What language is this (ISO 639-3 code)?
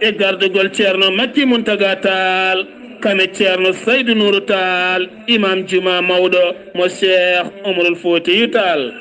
ful